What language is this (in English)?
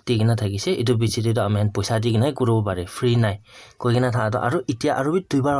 Naga Pidgin